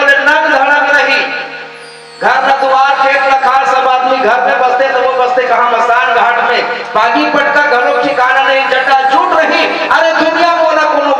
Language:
Chhattisgarhi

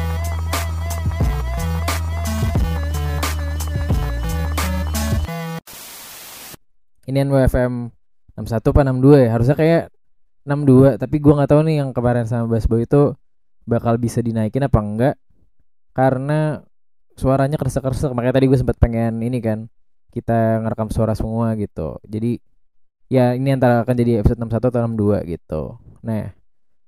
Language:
Indonesian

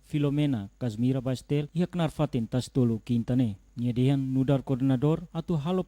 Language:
Tetum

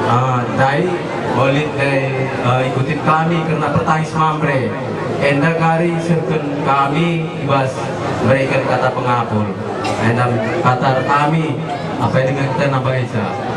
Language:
Batak Karo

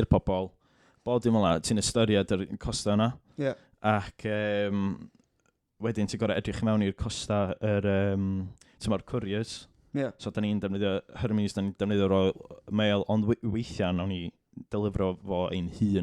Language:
Welsh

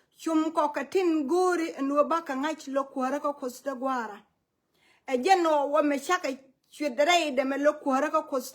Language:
Nuer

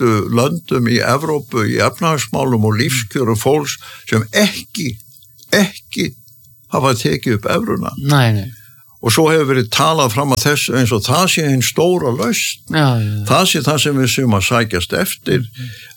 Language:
Icelandic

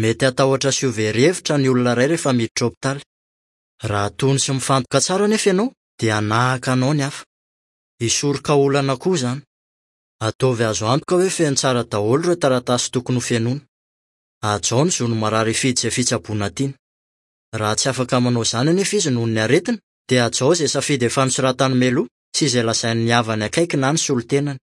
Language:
Malagasy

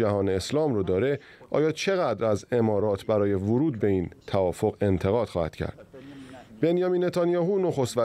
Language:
Persian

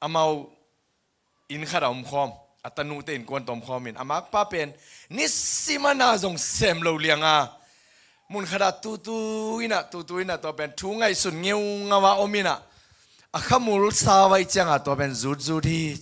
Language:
Tedim Chin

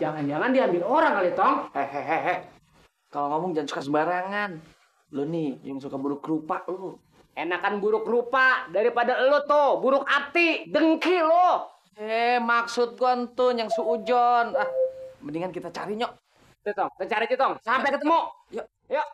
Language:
Betawi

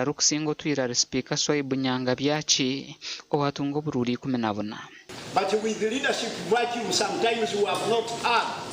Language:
Nyankole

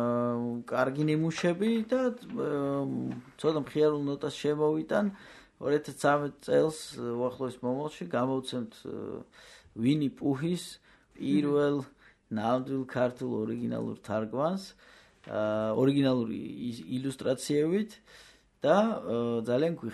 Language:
Georgian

